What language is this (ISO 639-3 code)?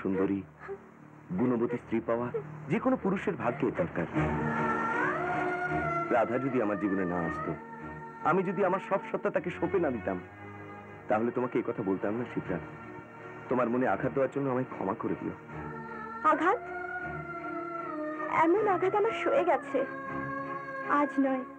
ben